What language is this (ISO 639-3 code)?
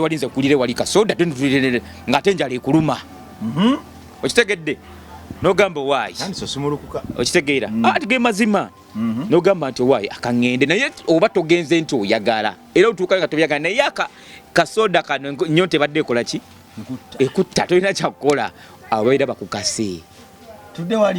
lug